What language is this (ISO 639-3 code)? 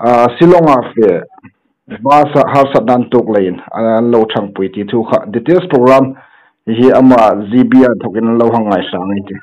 hmr